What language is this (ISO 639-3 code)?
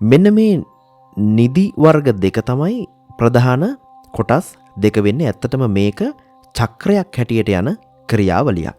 sin